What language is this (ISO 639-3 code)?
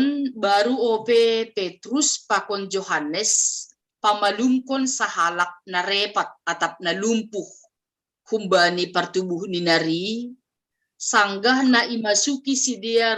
bts